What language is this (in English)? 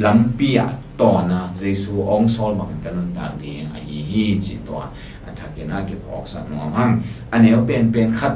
Tedim Chin